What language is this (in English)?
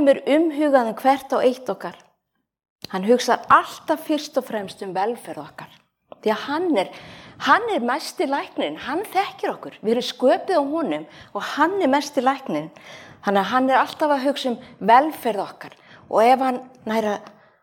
Icelandic